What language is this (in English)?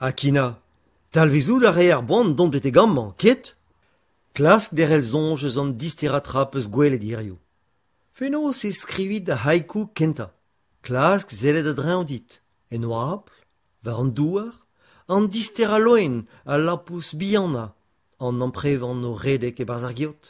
Breton